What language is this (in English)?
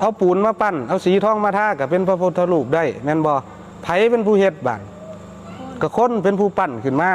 Northeastern Thai